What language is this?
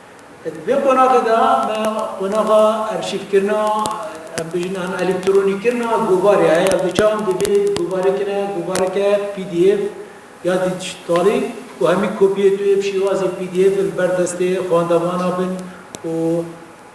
Kurdish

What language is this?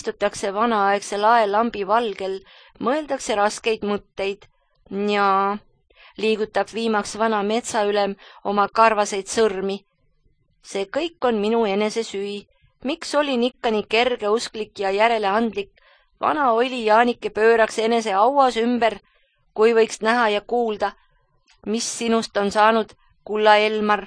Estonian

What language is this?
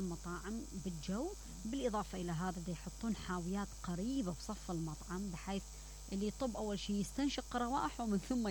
Mesopotamian Arabic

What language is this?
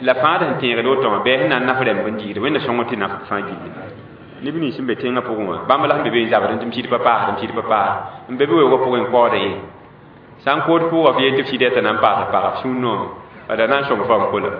Mossi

